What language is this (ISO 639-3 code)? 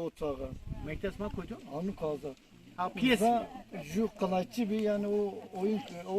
zza